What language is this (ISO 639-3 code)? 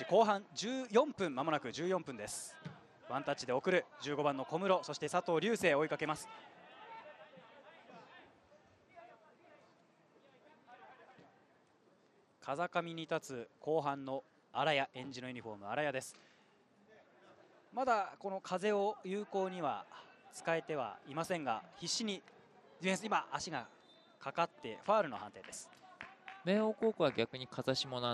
jpn